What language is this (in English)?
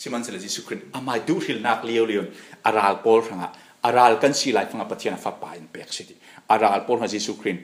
Falam Chin